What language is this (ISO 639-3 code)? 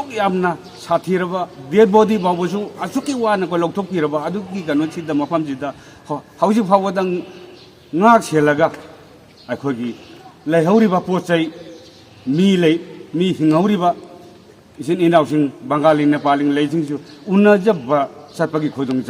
mni